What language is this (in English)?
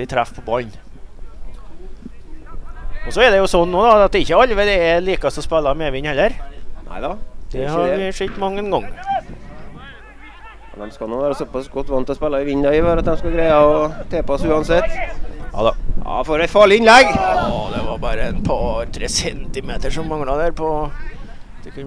Norwegian